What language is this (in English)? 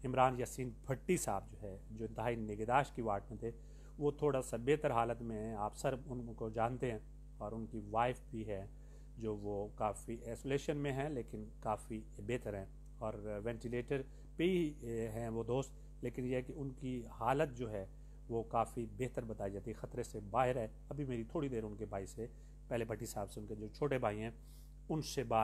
Urdu